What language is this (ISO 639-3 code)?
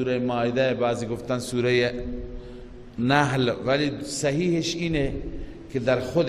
fas